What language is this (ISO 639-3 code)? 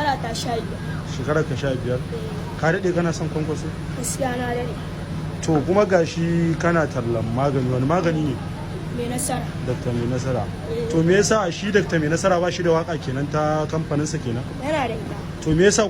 hau